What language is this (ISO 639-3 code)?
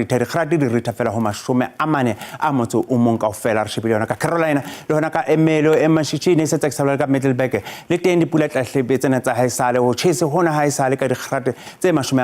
sot